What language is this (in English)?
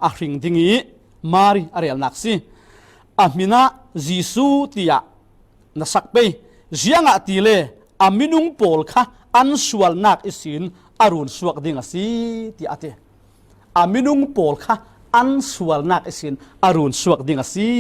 Falam Chin